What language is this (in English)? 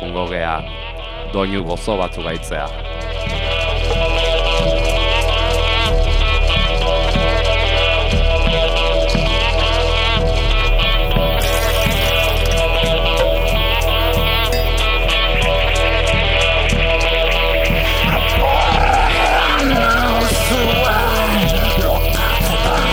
Basque